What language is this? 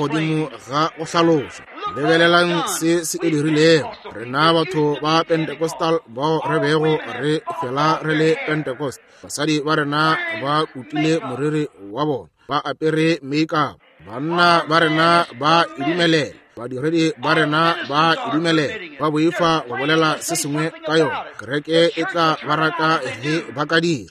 Northern Sotho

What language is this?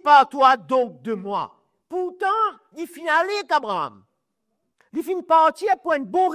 Morisyen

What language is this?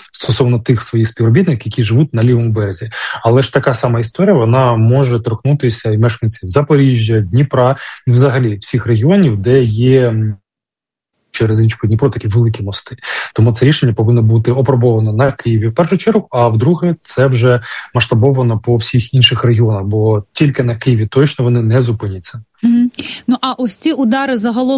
Ukrainian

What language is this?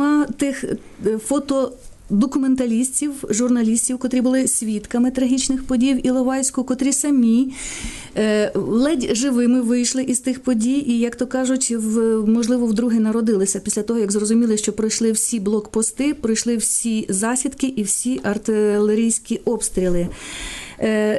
Ukrainian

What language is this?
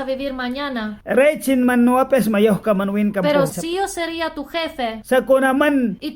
Mískito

